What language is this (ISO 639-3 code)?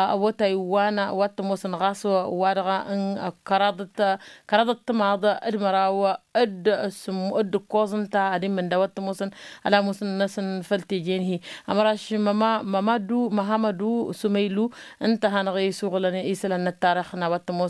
taq